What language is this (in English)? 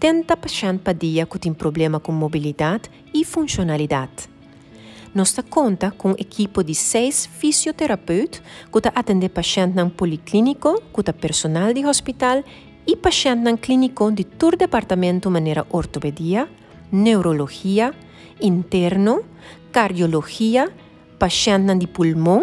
Papiamento